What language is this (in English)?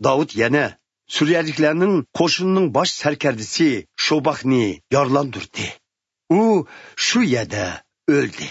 Uyghur